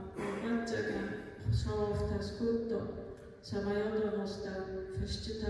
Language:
Ossetic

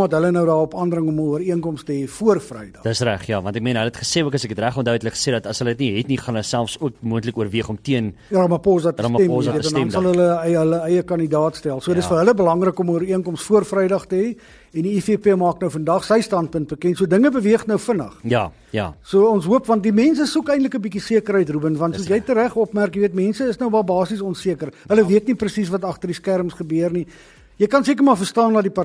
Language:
Afrikaans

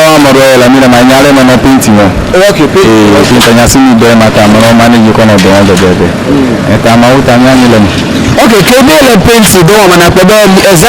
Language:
Ewe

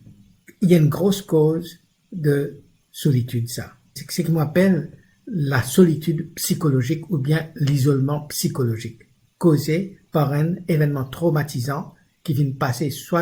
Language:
Morisyen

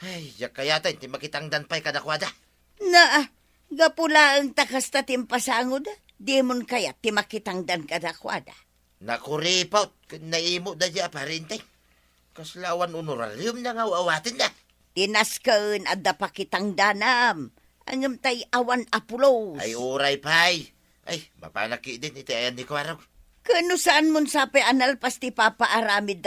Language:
Iloko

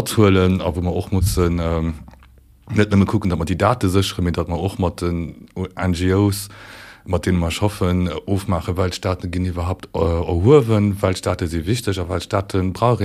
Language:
Luxembourgish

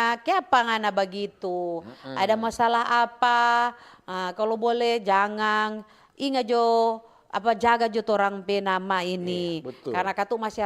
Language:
Manado Malay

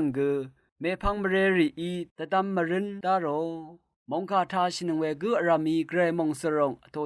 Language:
Rawang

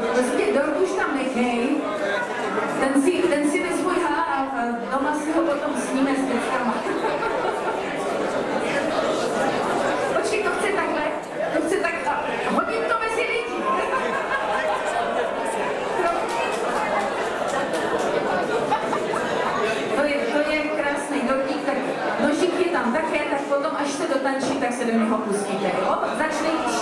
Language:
Czech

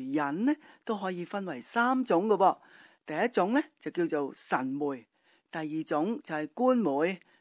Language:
Cantonese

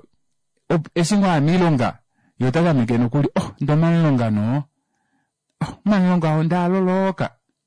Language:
Kuanyama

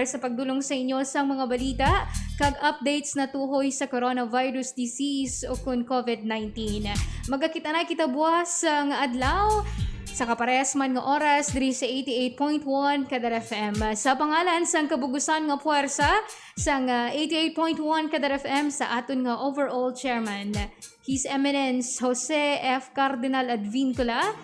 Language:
Hiligaynon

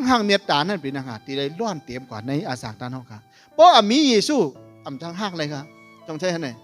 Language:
Shan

